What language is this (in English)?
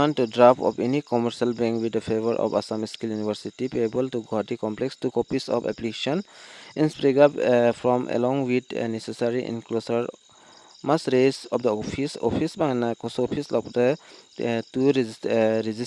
Karbi